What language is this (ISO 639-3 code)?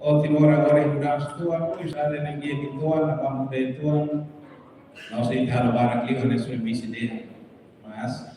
tet